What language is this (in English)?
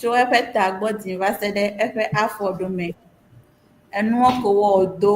Ewe